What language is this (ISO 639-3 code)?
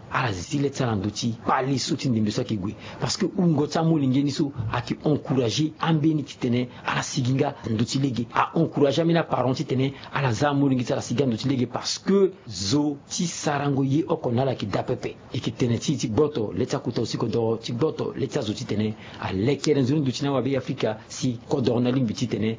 sag